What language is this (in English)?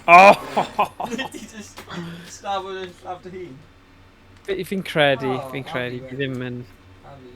Welsh